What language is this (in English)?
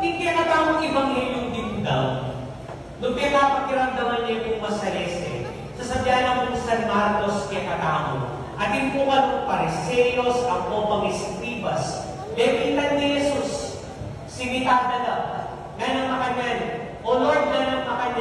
Pampanga